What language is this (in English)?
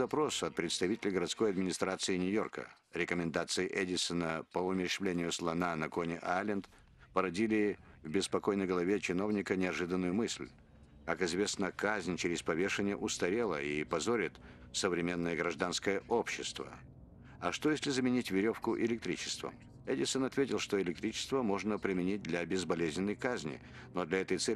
Russian